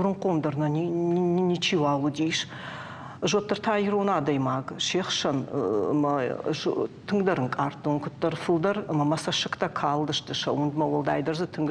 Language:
Ossetic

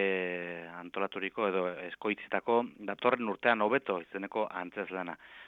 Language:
Basque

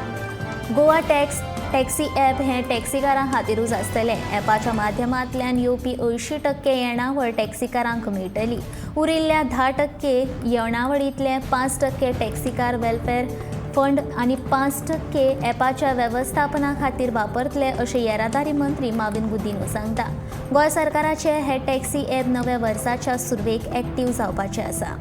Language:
Konkani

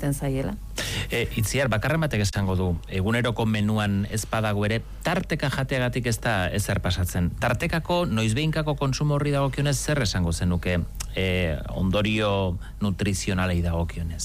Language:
Basque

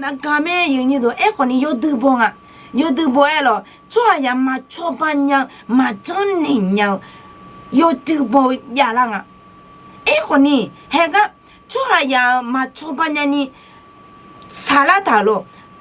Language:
Akha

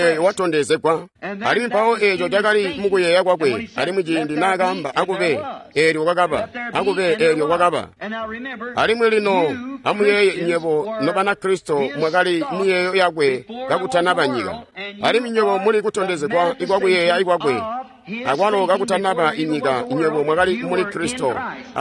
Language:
Tonga (Zambia)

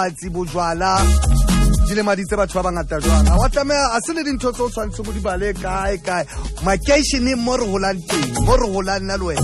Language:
Southern Sotho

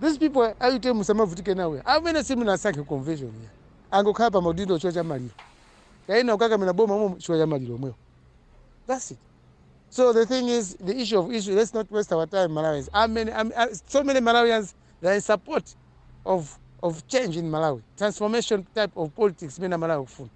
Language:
Nyanja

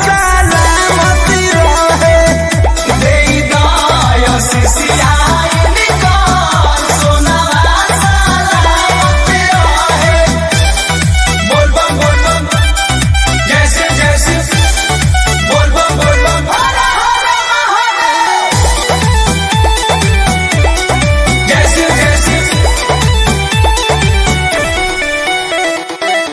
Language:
Bhojpuri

